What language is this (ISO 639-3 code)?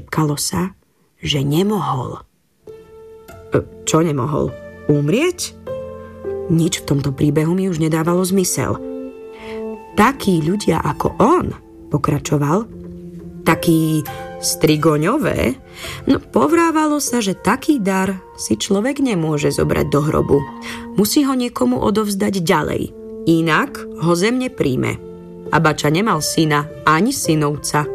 slk